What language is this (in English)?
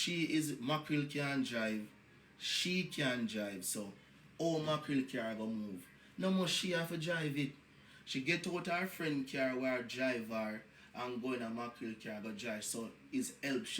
Jamaican Creole English